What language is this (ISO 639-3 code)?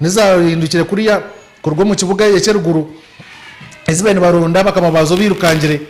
nyn